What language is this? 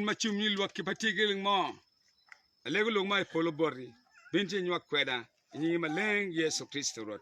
Acoli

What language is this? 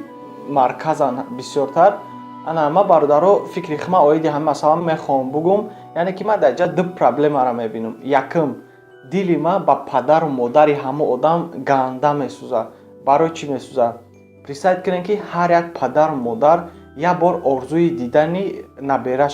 Tajik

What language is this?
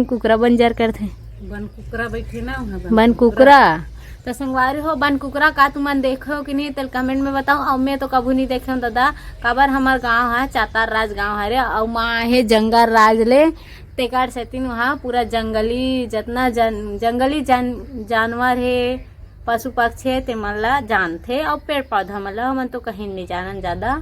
Chhattisgarhi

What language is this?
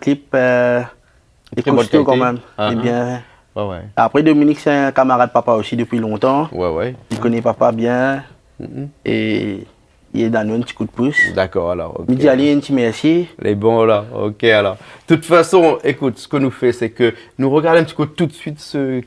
Réunion Creole French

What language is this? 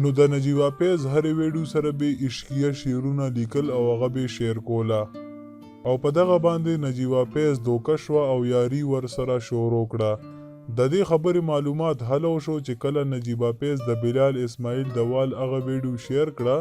Pashto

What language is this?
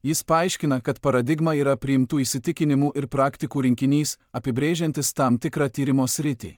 Lithuanian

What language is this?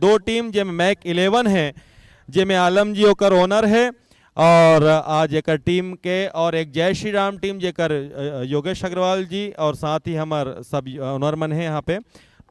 Chhattisgarhi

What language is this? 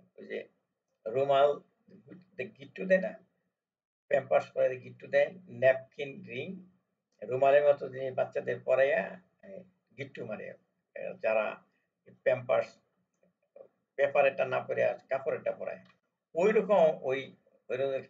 Bangla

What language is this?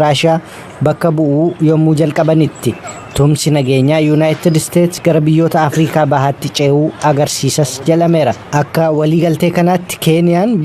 Oromo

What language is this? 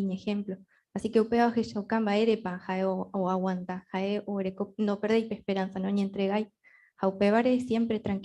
Guarani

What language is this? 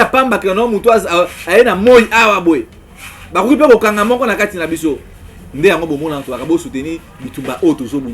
Lingala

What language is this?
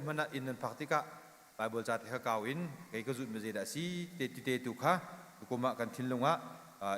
Hakha Chin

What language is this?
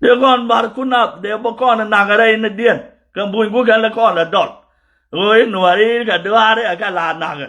Nuer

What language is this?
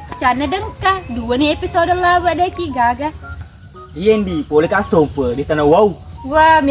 Buginese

